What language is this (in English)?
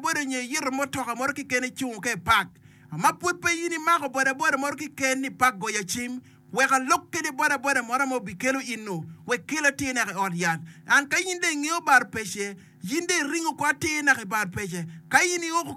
Acoli